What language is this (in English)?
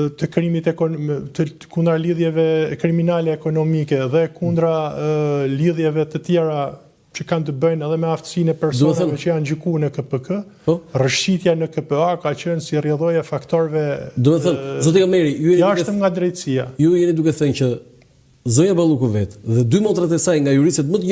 Albanian